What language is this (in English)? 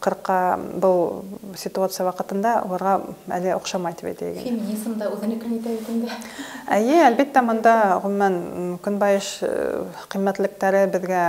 Bashkir